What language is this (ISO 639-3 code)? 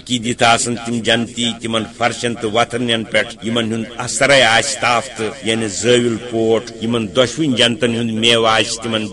kas